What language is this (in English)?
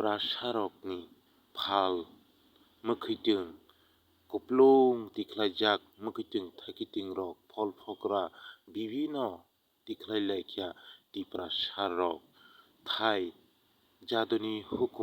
Kok Borok